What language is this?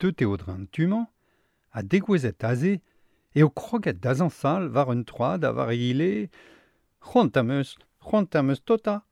Breton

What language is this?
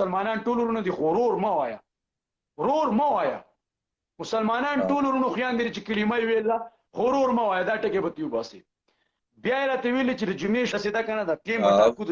Pashto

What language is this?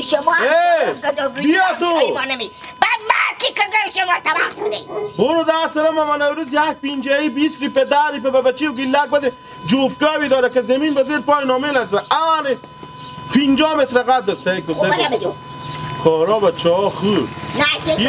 Persian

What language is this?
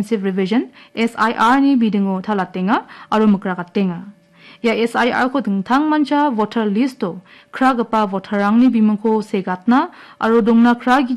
Garo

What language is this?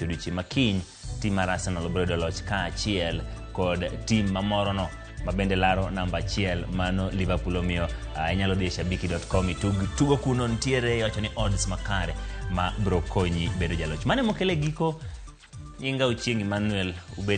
Luo (Kenya and Tanzania)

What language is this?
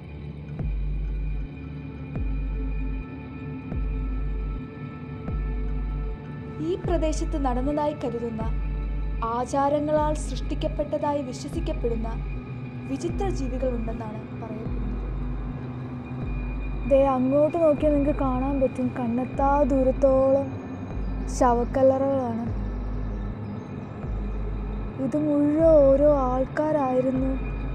Malayalam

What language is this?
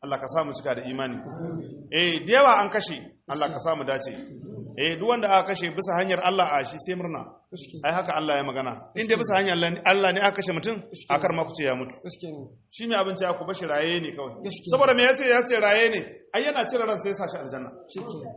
Hausa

